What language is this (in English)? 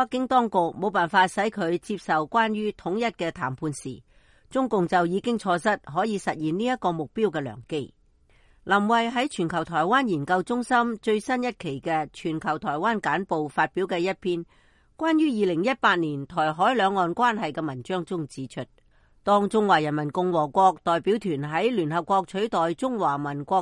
Cantonese